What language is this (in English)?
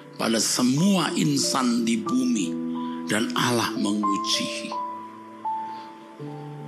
Indonesian